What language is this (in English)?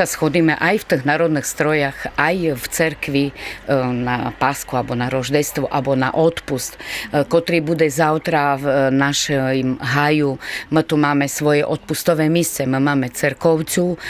Rusyn